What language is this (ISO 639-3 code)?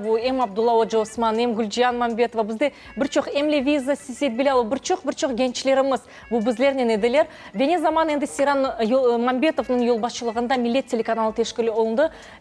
crh